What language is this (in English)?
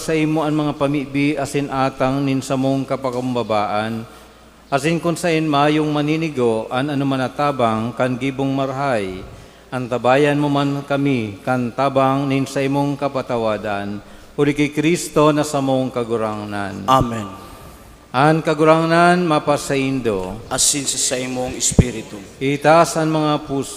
Bikol